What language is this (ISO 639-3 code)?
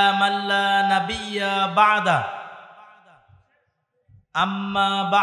ben